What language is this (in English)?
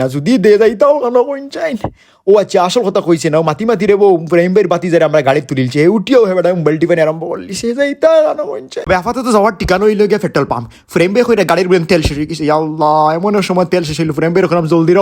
Sylheti